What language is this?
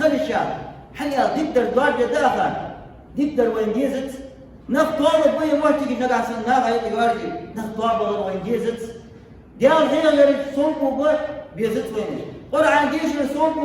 Ingush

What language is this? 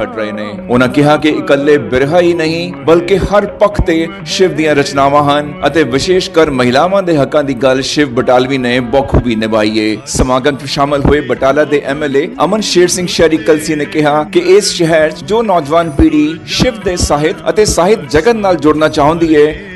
Punjabi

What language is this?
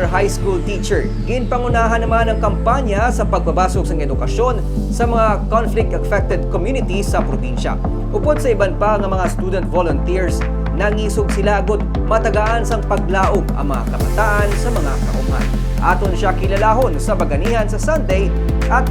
Hiligaynon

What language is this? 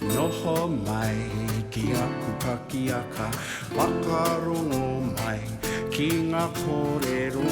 Māori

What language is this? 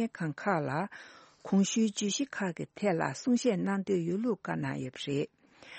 Tibetan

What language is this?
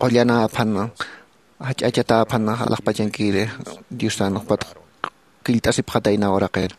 Aymara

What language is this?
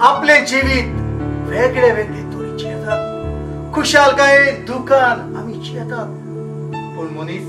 Konkani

